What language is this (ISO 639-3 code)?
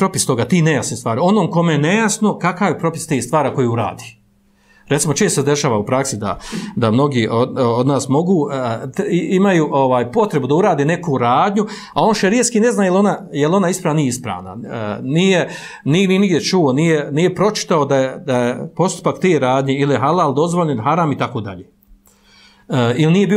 bos